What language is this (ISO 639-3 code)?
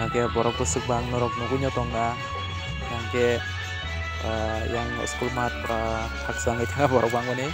trp